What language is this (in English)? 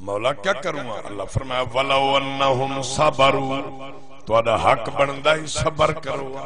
Saraiki